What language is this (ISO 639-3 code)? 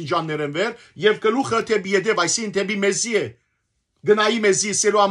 hyw